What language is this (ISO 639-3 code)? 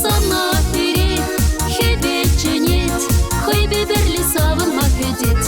chv